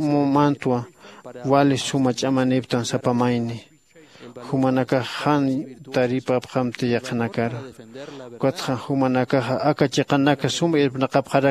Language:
Aymara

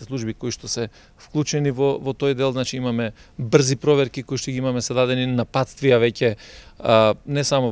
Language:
Macedonian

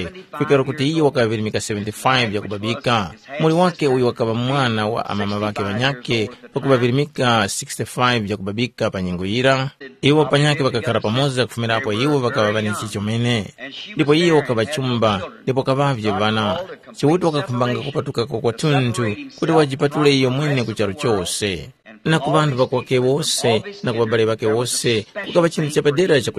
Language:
Tumbuka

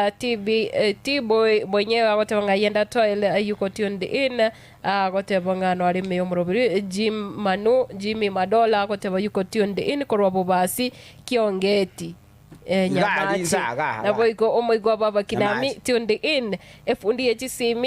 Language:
Gusii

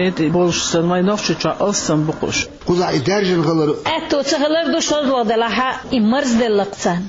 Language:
Chechen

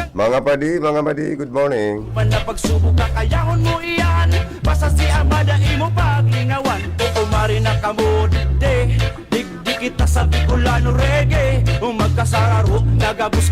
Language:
Bikol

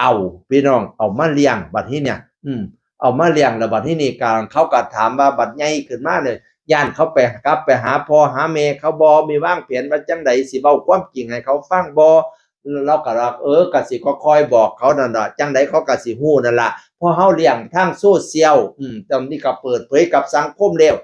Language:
Northeastern Thai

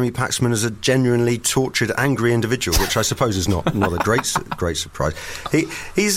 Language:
English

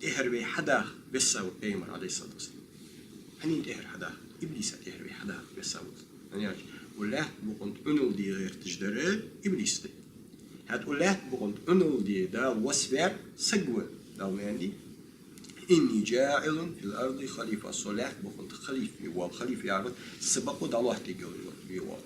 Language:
Ingush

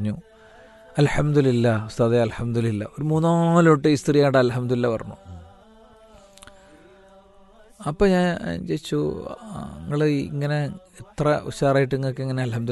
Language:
Malayalam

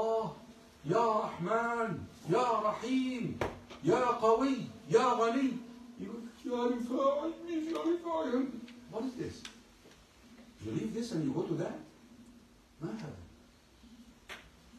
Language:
English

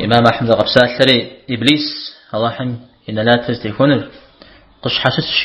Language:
Kabardian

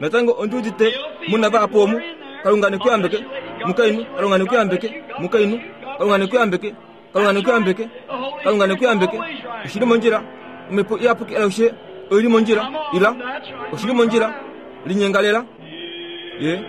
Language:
Kuanyama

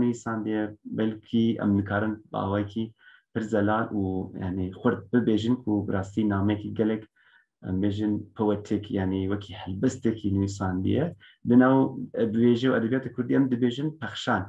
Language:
Kurdish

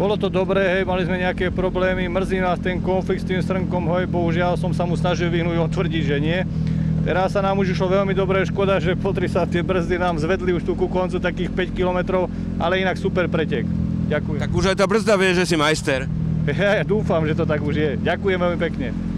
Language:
Slovak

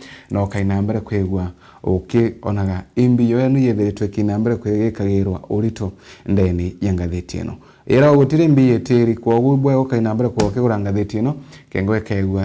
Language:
Meru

